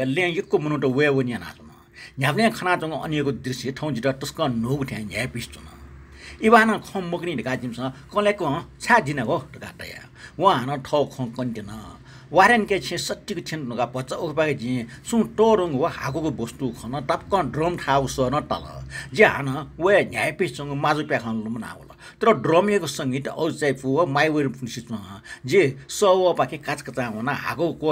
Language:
Newari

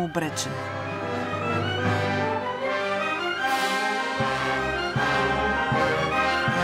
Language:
Bulgarian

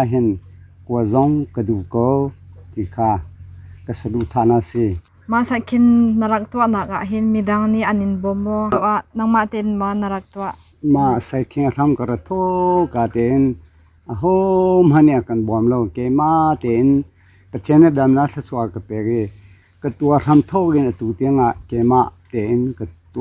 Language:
Hakha Chin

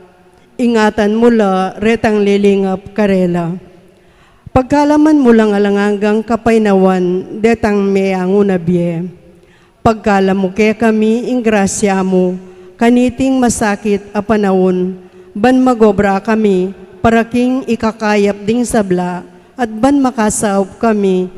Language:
Pampanga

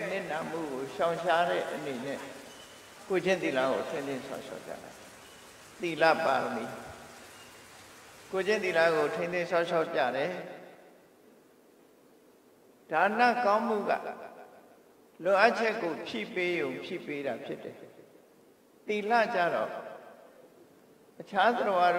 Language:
Burmese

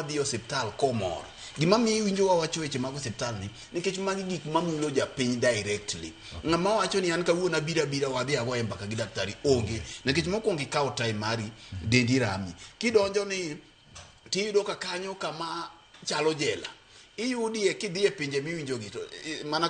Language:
Luo (Kenya and Tanzania)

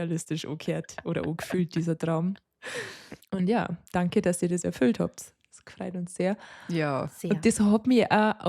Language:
Bavarian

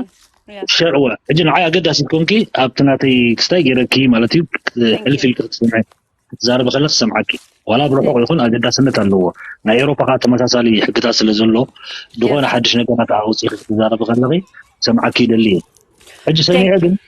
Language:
Tigrinya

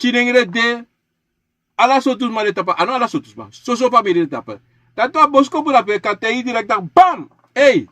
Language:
Sranan Tongo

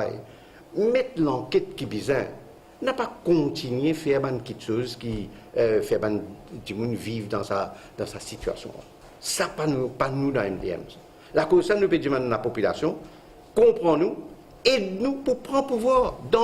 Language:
Morisyen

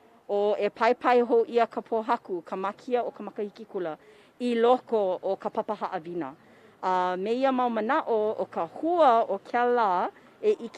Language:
Hawaiian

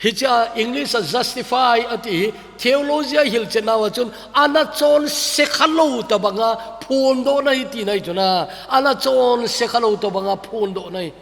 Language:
Thado Chin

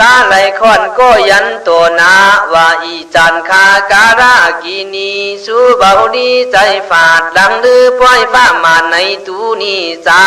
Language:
Khün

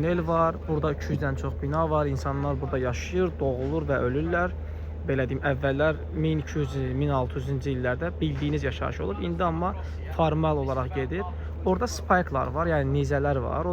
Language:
Azerbaijani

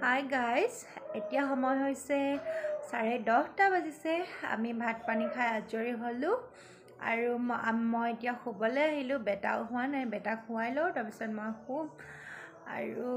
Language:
Assamese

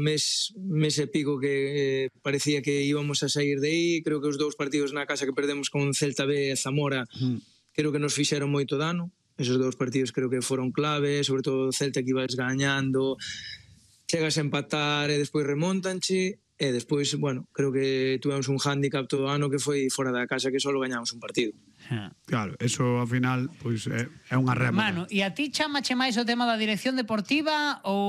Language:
Galician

